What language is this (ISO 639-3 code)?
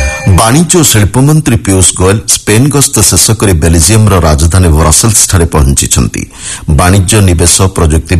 ori